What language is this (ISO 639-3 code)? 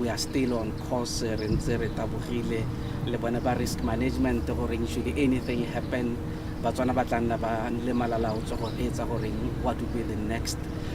tsn